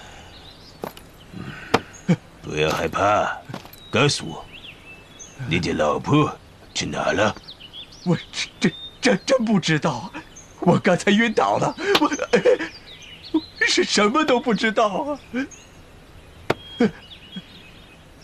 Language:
Chinese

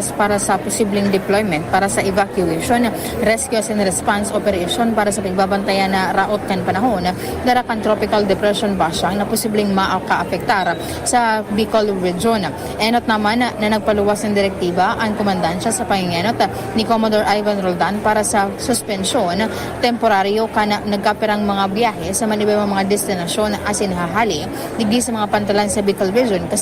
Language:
Bikol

